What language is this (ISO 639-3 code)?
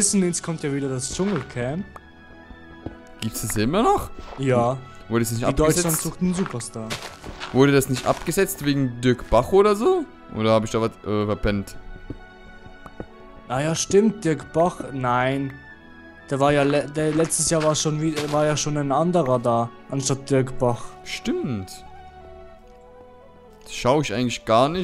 deu